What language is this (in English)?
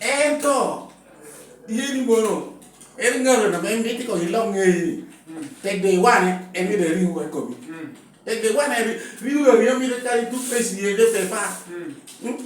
Lango (Uganda)